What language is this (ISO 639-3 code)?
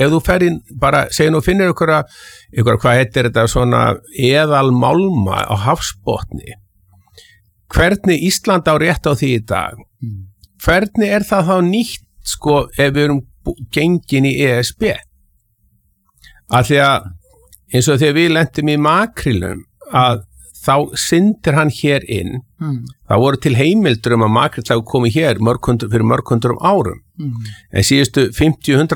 isl